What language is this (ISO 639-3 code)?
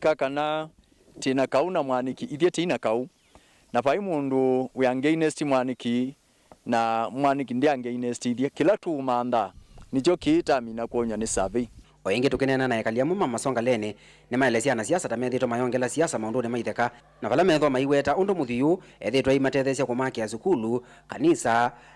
kam